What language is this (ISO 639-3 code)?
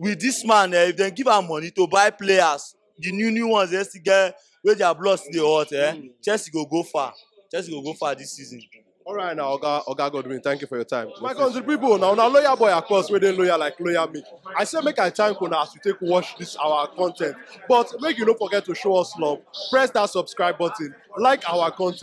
pcm